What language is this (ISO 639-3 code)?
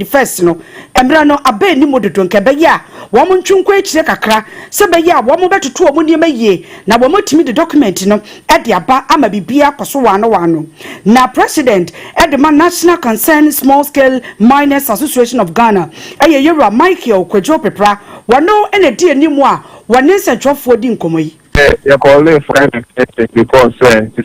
aka